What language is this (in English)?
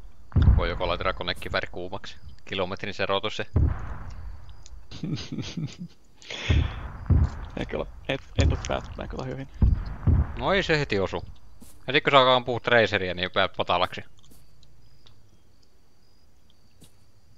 Finnish